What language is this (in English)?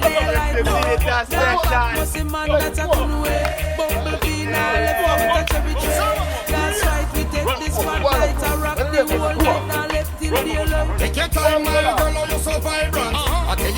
Jamaican Creole English